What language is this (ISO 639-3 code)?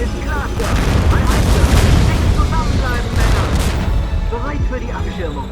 bar